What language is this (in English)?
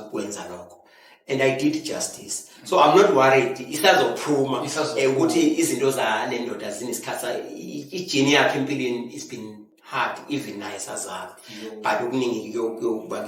Zulu